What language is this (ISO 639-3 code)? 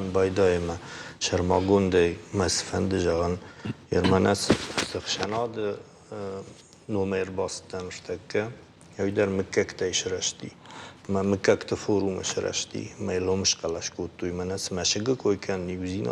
oss